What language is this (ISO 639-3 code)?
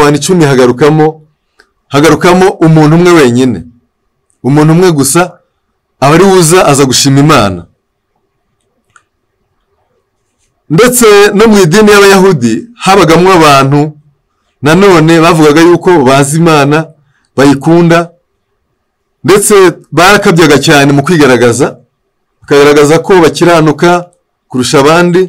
kin